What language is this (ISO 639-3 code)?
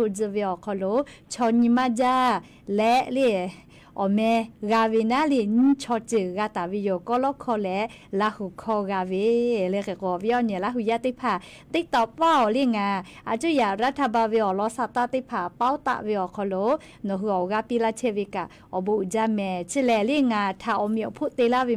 lhu